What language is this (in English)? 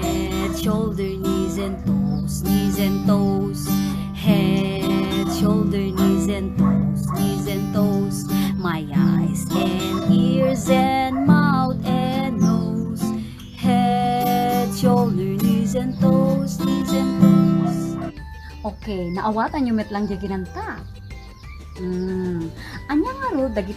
Iloko